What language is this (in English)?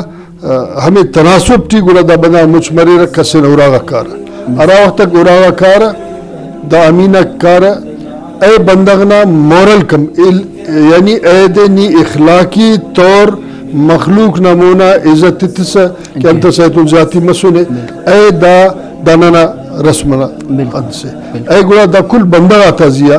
Brahui